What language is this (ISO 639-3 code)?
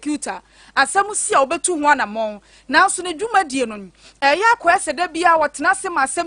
aka